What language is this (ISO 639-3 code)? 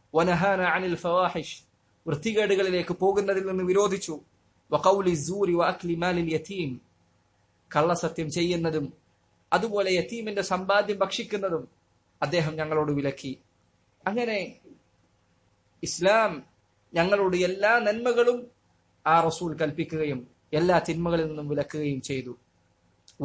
mal